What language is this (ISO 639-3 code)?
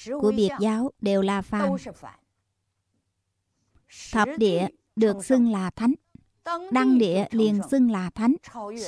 vie